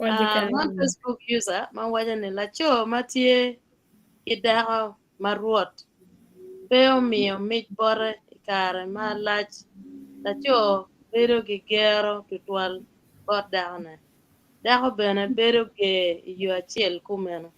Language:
Acoli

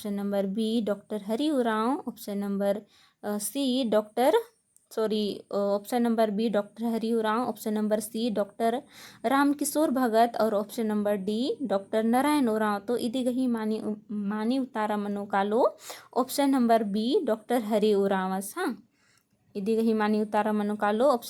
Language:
Kurukh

